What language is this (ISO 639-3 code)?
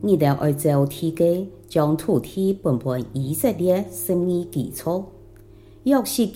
hak